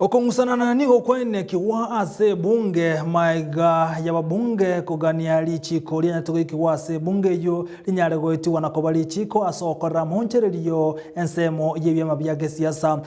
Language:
Gusii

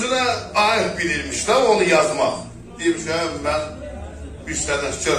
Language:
South Azerbaijani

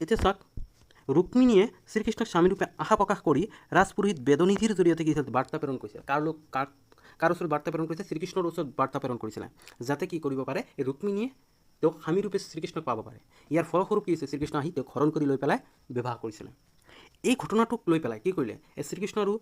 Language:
Assamese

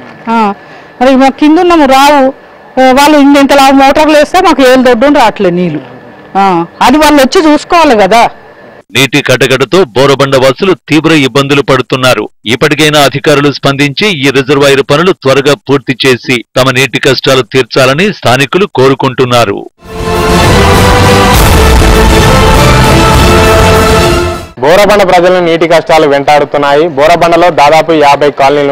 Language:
Telugu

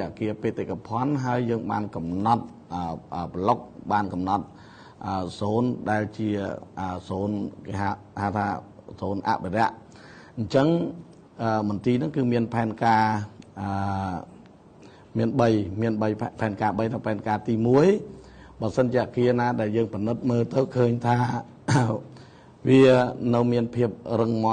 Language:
Khmer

